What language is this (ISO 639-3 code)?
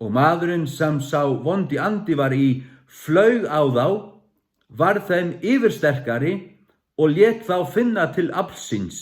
fao